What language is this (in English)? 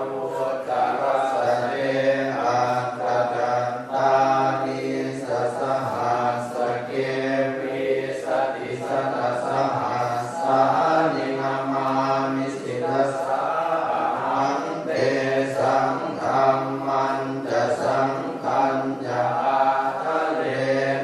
Pali